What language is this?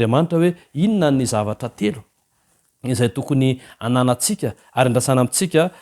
Malagasy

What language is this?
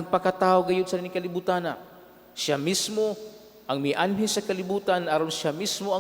Cebuano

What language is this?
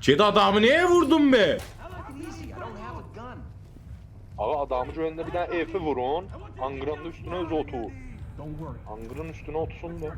South Azerbaijani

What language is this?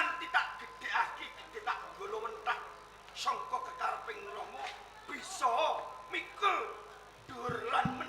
Javanese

